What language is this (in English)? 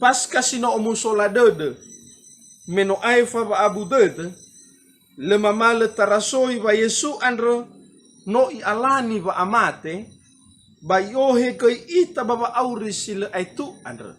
Nias